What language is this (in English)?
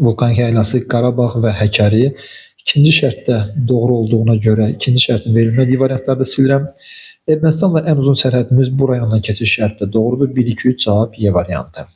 Azerbaijani